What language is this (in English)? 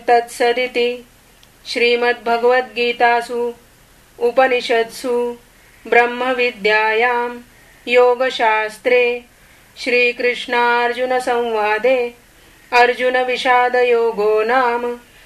Sanskrit